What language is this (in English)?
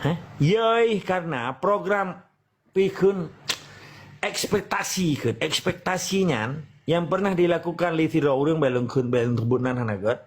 Achinese